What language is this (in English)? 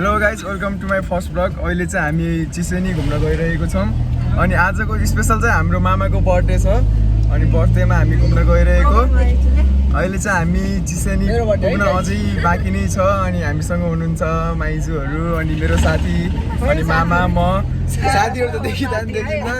Nepali